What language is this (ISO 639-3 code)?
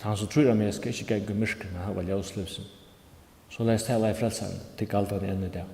fao